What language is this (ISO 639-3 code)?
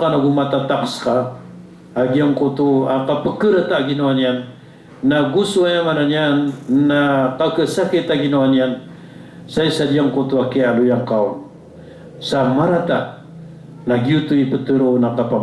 mrw